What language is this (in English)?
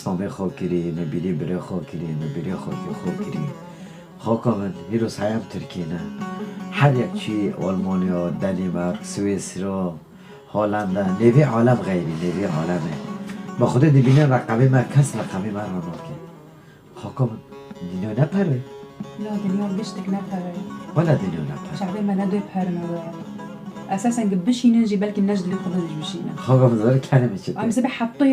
Kurdish